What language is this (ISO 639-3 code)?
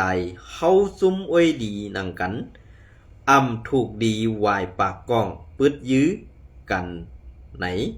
shn